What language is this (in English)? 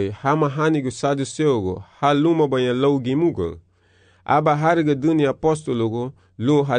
Garifuna